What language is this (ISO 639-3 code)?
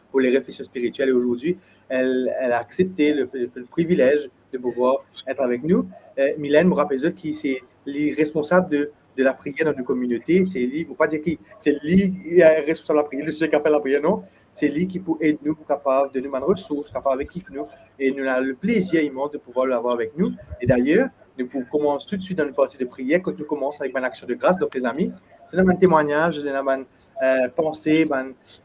mfe